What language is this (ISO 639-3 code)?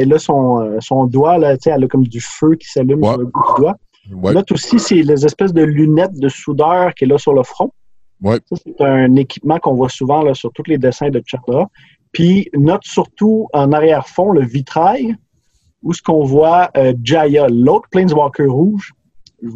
fra